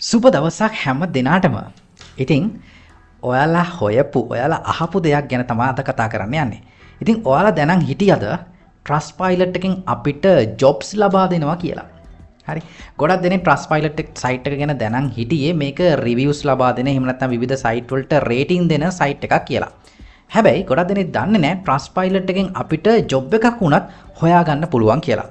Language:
Sinhala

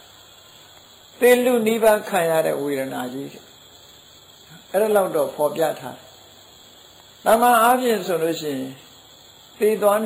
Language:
Burmese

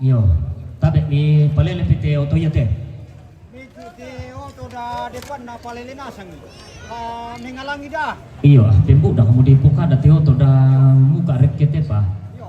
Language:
Toraja-Sa'dan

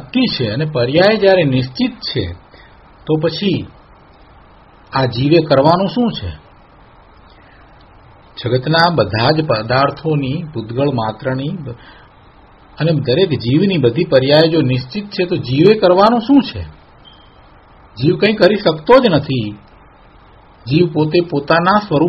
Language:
Gujarati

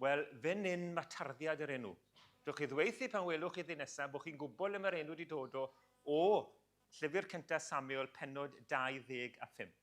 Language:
Welsh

